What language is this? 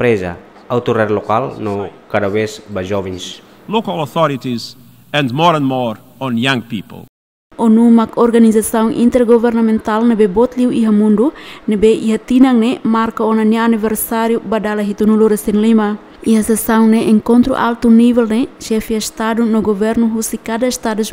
Tetum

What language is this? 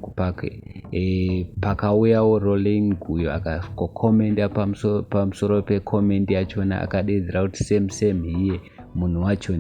Shona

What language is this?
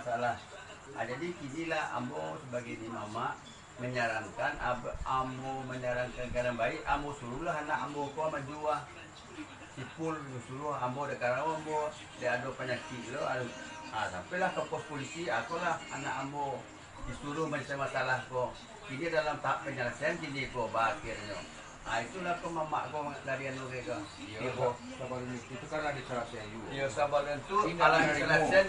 Minangkabau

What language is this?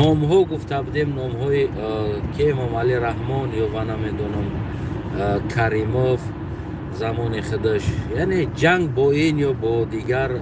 Tajik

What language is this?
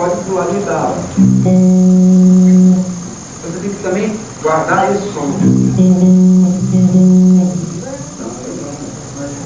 Portuguese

